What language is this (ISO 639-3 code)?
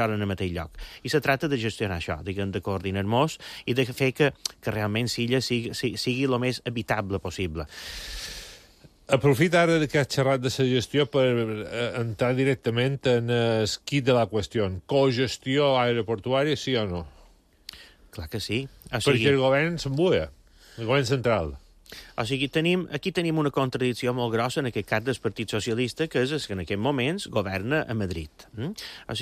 cat